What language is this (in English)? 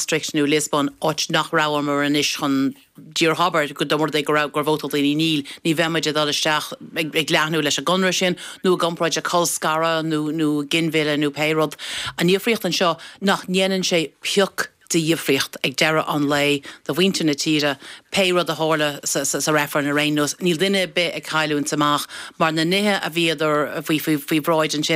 Irish